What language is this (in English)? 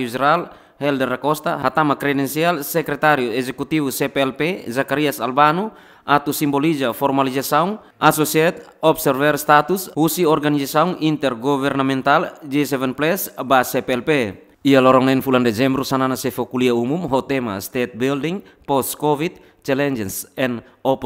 Tetum